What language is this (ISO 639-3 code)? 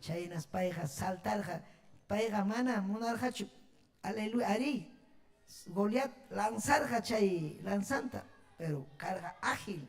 quy